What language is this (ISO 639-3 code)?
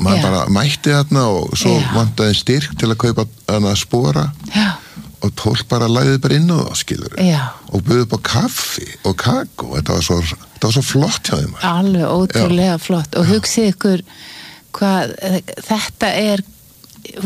isl